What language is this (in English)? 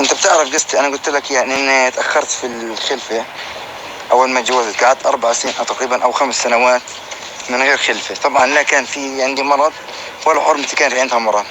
North Levantine Arabic